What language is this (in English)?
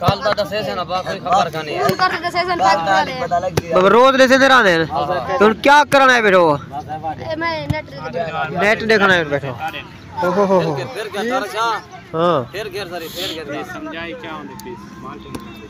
Saraiki